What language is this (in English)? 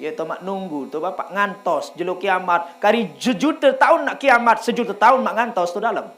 Sasak